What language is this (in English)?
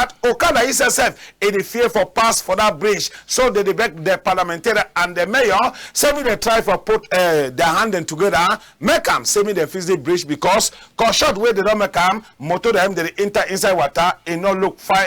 Cameroon Pidgin